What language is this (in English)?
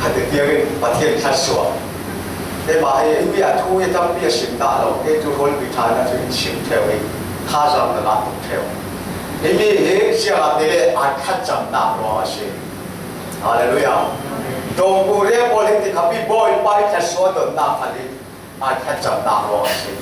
Falam Chin